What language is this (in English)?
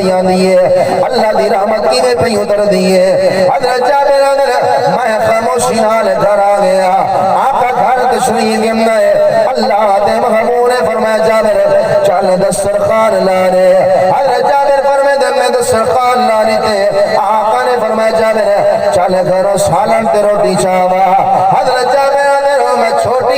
Saraiki